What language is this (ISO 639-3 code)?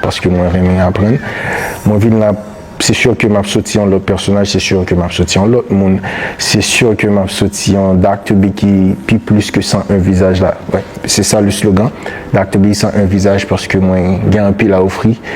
hat